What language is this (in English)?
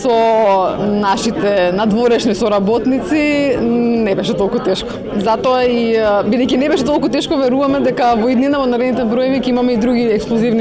Macedonian